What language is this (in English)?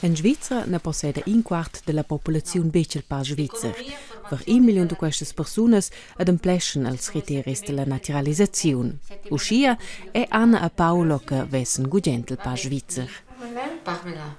Romansh